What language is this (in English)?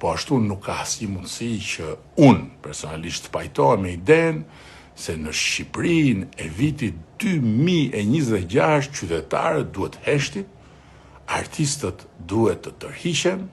Albanian